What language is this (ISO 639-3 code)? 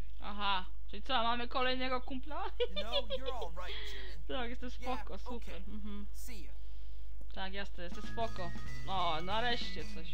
pol